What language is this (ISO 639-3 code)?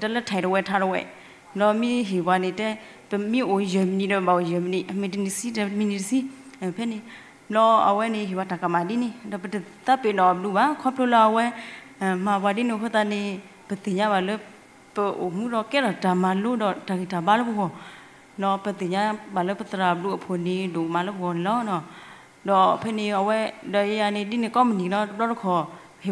ksw